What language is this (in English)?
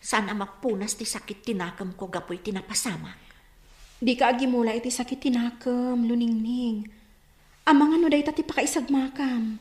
Iloko